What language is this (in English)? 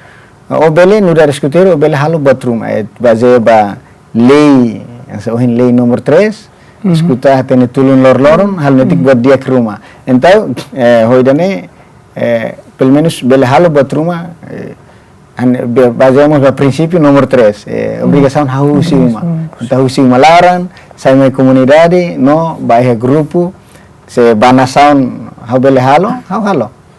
Tetum